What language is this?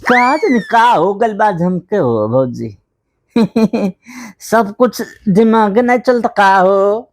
Bhojpuri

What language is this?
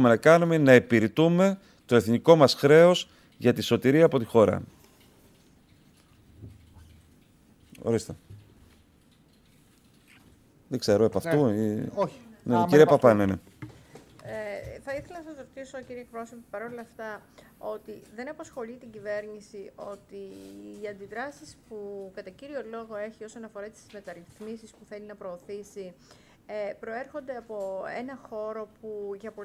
Greek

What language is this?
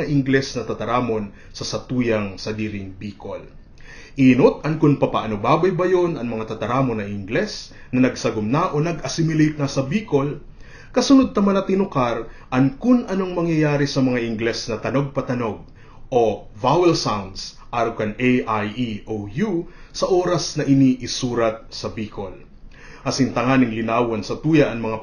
Bikol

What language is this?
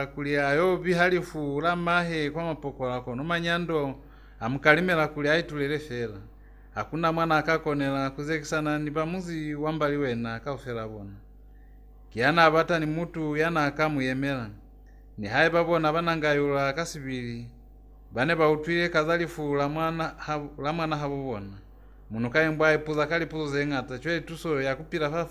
Lozi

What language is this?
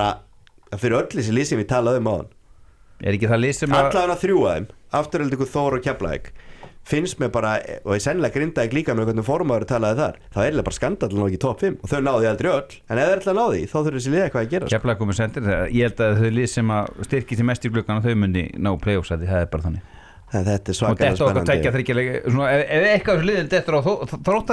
Icelandic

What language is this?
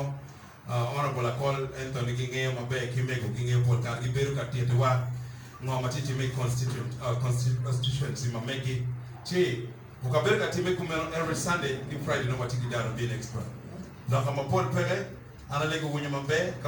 Acoli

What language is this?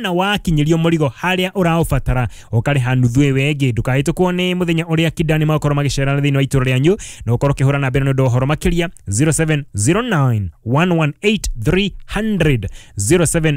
Kikuyu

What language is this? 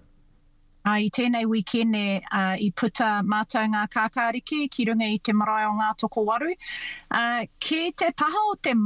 Māori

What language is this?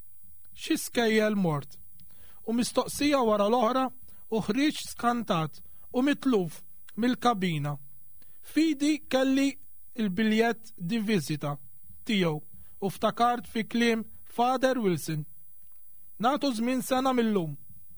Maltese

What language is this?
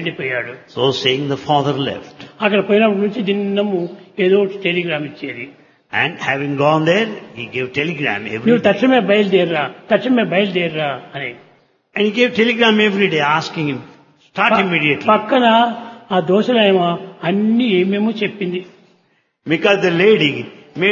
Telugu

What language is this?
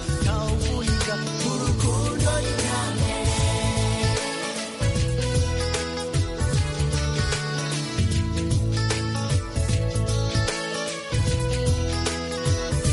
Kinyarwanda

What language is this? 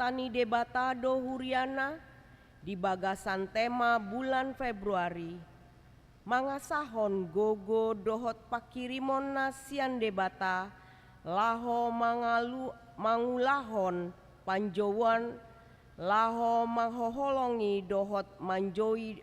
Batak Toba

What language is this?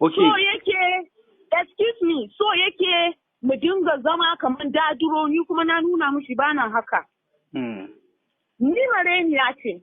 Hausa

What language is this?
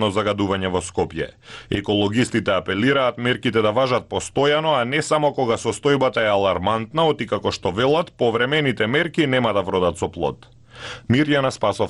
Macedonian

